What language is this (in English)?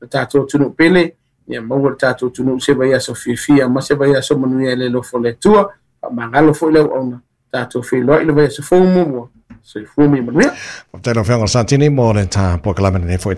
Samoan